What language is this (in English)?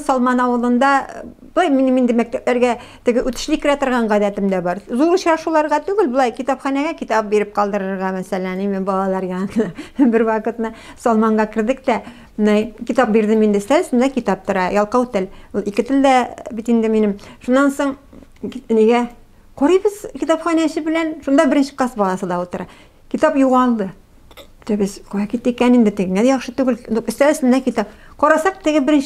Tatar